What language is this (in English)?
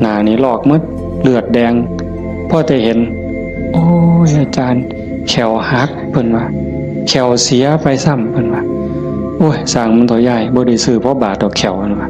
Northeastern Thai